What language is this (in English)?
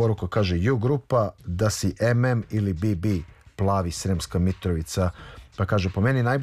Serbian